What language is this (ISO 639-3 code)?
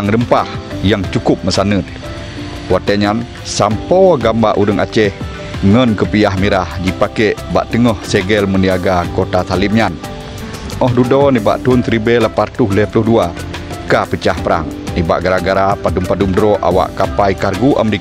ace